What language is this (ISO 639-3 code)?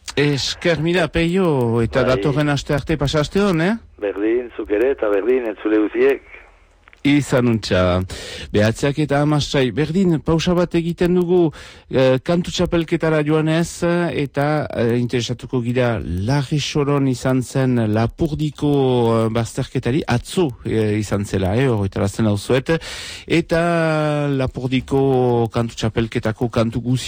eus